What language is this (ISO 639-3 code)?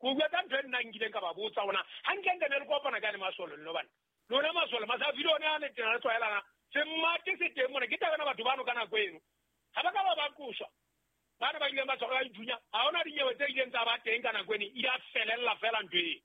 sot